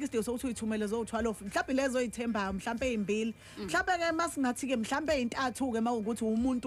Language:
Zulu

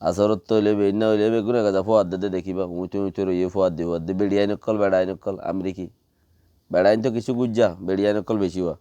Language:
Rohingya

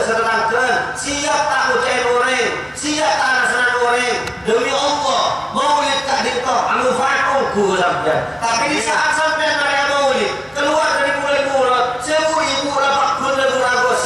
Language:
Madurese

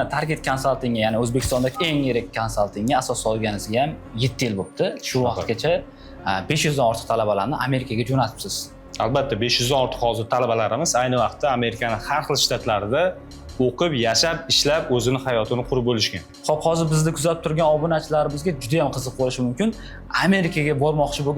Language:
Uzbek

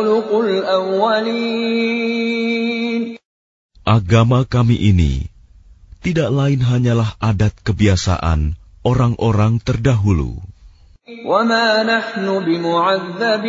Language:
Indonesian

